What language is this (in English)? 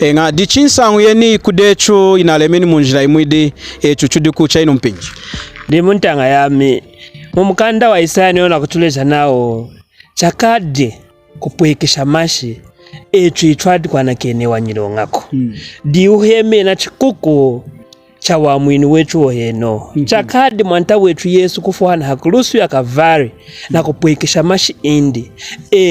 Lunda